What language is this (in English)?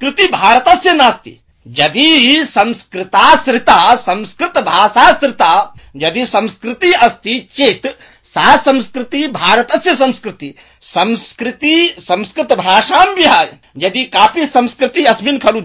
Sanskrit